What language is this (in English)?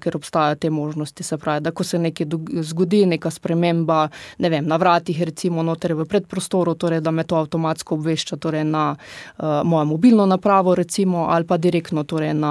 Slovenian